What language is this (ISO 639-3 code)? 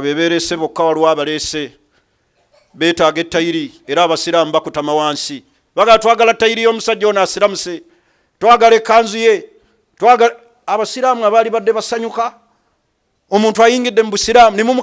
lug